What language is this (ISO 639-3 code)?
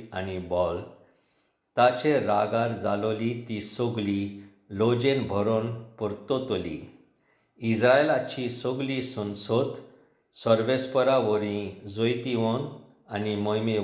kok